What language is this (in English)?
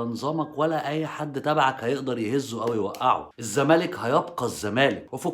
Egyptian Arabic